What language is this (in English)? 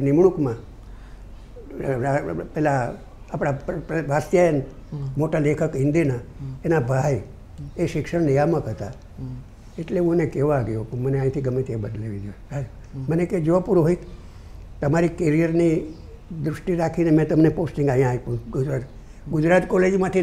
Gujarati